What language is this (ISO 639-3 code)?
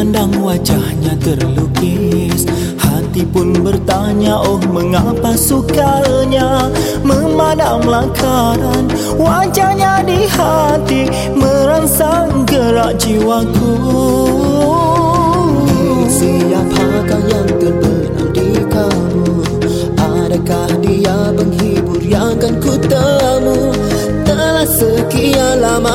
msa